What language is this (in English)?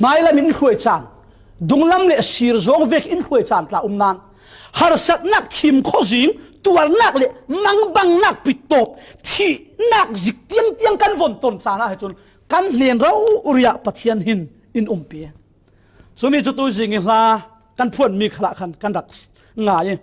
Falam Chin